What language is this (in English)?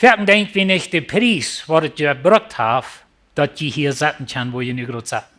Plautdietsch